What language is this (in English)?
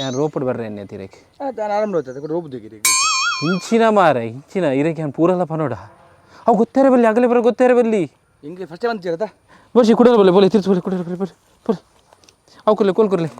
Tulu